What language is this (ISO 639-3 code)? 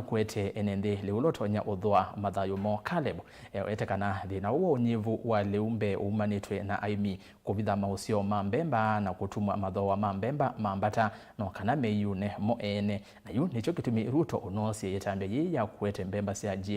kam